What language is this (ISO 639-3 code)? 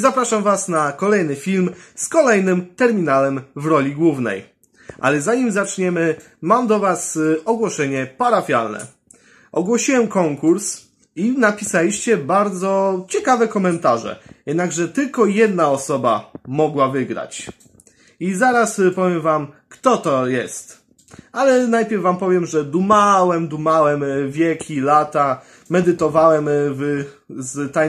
pol